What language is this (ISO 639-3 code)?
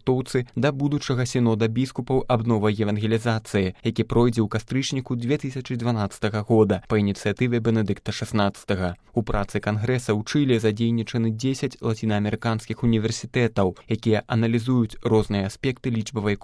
bel